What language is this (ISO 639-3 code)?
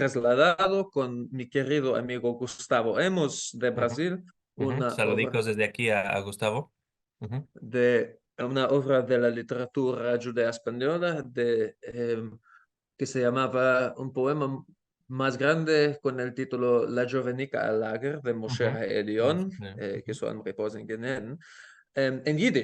lad